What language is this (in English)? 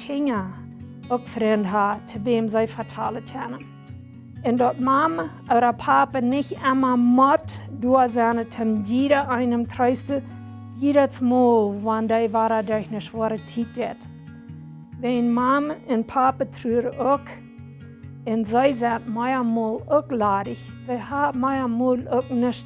Plautdietsch